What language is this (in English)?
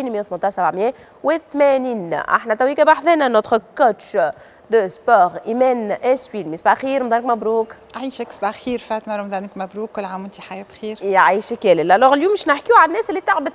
Tunisian Arabic